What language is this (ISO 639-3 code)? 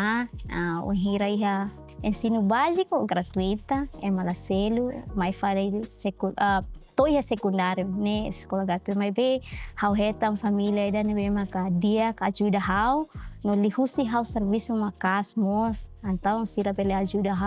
tet